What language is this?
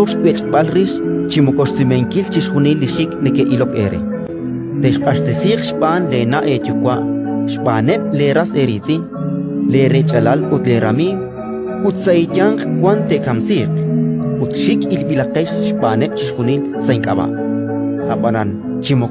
Kekchí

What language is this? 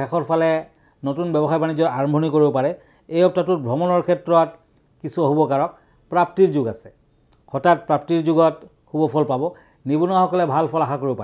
Assamese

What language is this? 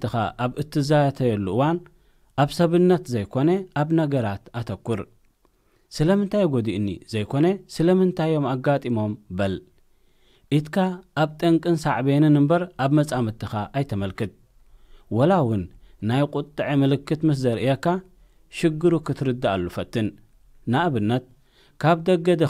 Tigrinya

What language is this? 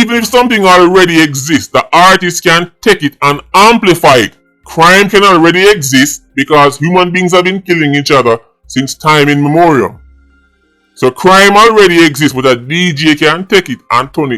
Jamaican Creole English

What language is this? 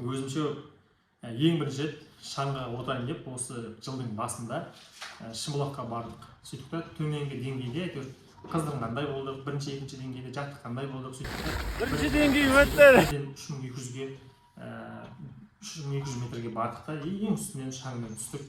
Kazakh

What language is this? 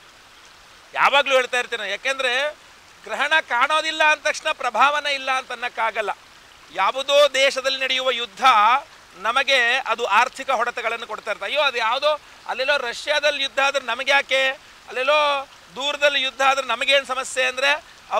Kannada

